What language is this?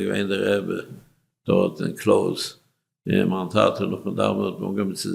Yiddish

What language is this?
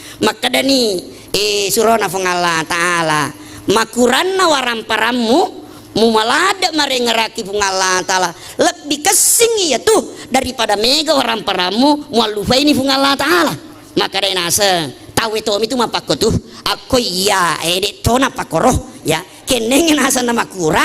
Buginese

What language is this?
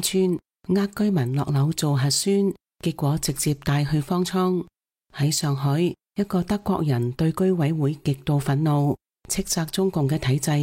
Cantonese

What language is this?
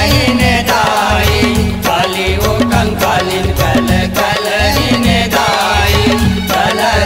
Chhattisgarhi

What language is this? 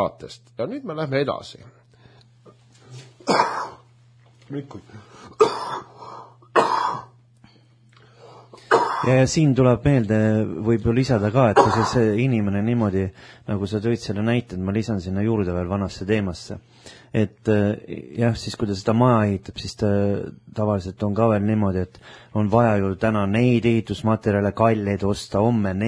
Estonian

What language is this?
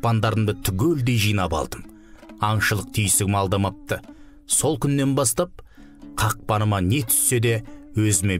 Kazakh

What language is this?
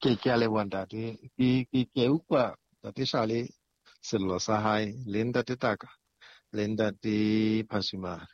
Southern Sotho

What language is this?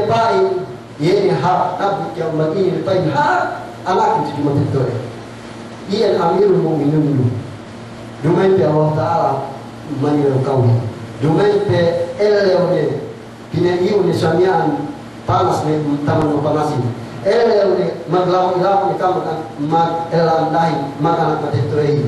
Yakan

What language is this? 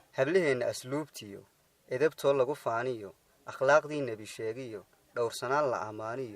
Somali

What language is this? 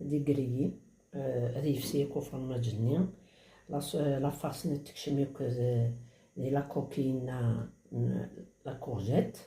Kabyle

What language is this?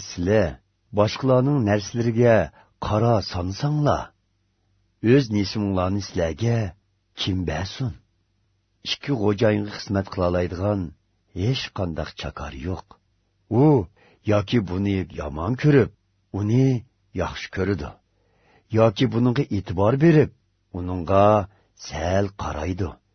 Uyghur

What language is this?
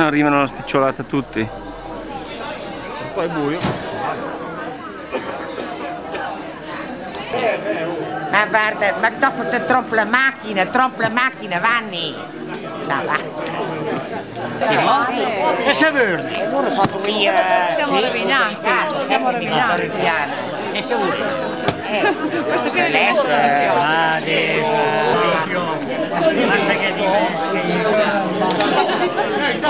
Italian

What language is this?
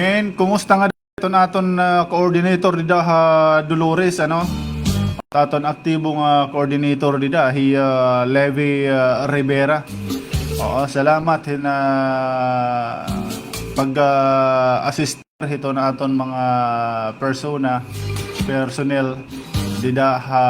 Waray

